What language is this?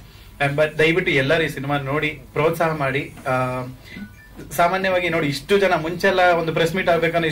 Kannada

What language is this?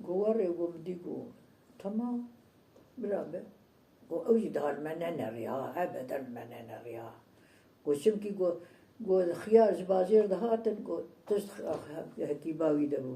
Kurdish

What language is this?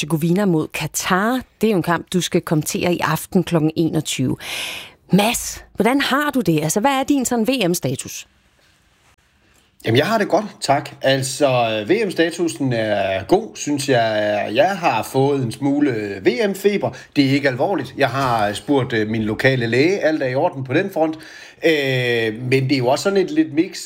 Danish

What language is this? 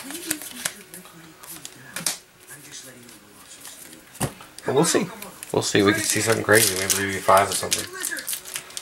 English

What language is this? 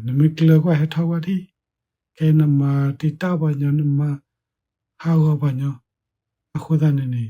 S'gaw Karen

